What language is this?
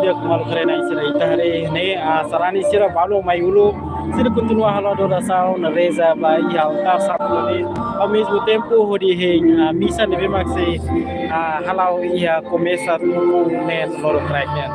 Tetum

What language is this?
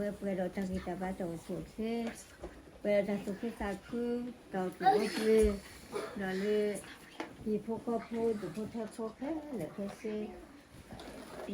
S'gaw Karen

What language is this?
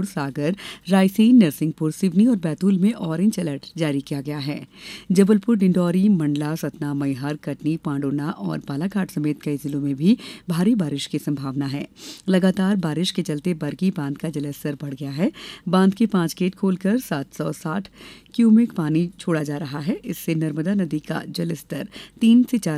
Hindi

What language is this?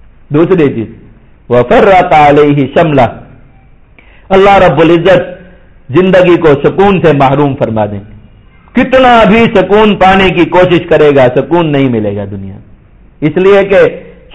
Urdu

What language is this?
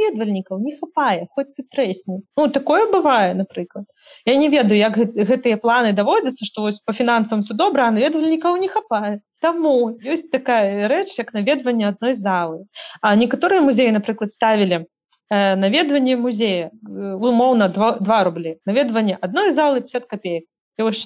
Belarusian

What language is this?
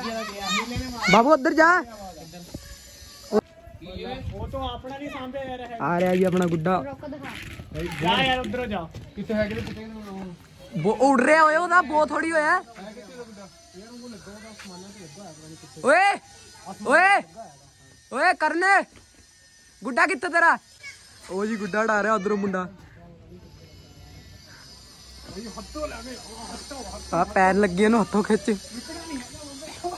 Punjabi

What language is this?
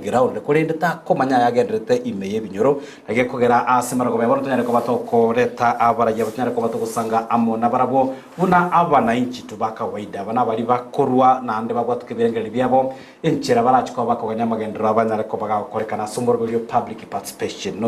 Gusii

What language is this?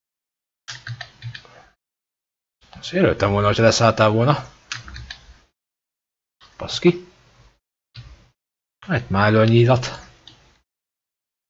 Hungarian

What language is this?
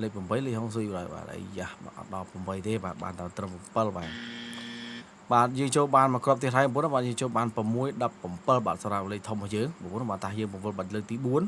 Khmer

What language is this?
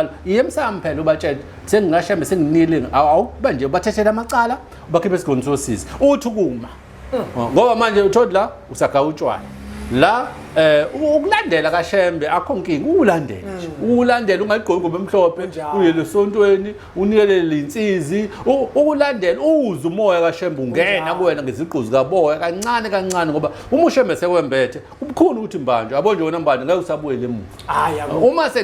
Zulu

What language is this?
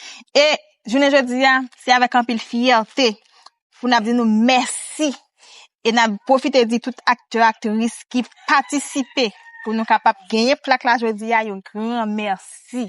Haitian Creole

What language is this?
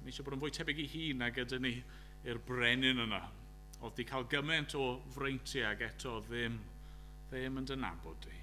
Welsh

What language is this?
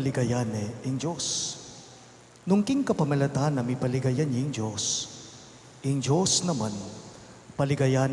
Pampanga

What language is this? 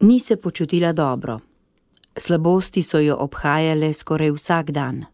Slovenian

